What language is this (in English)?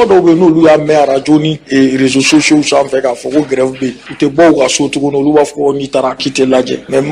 Bambara